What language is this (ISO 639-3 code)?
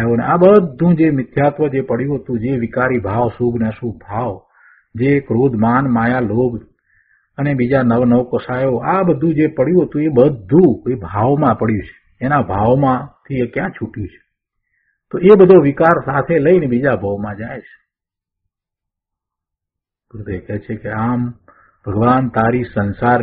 guj